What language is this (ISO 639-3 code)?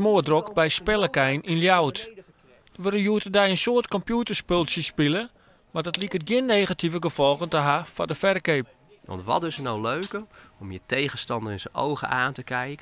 fry